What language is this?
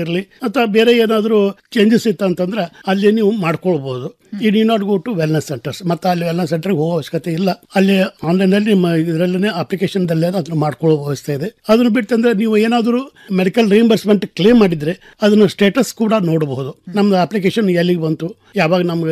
Kannada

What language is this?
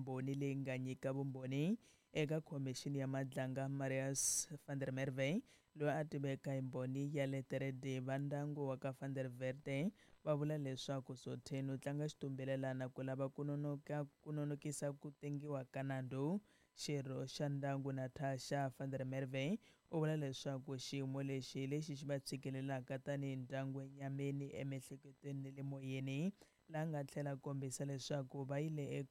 Tsonga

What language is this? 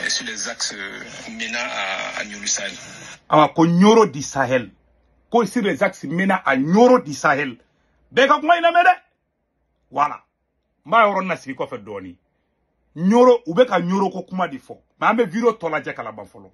Bambara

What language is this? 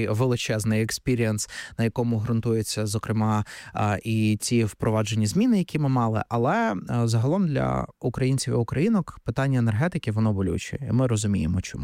Ukrainian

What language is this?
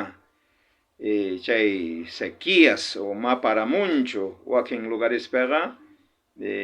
South Bolivian Quechua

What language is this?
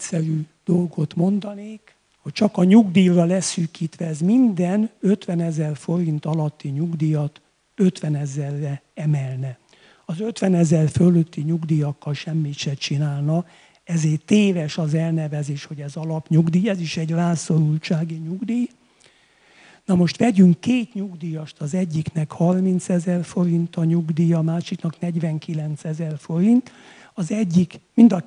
Hungarian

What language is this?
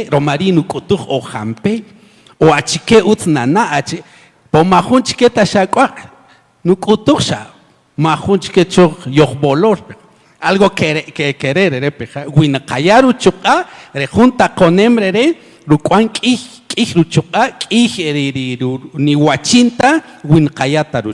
Kaqchikel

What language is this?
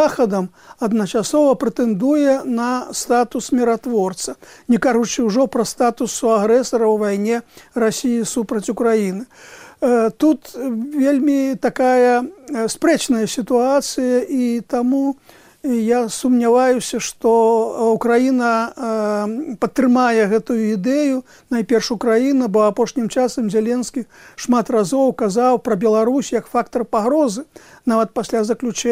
Belarusian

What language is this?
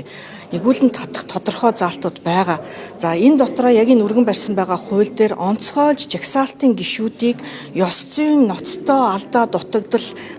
Mongolian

